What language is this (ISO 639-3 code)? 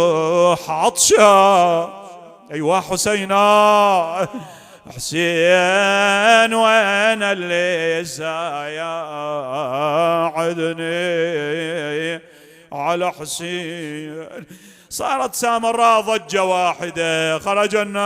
acm